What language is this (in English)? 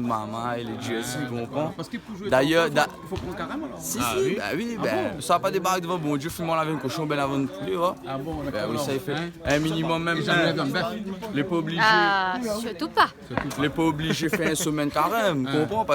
Réunion Creole French